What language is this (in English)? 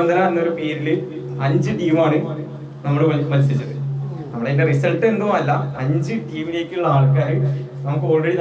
Malayalam